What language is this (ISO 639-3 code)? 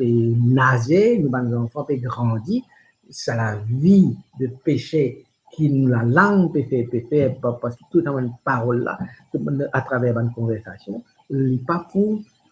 mfe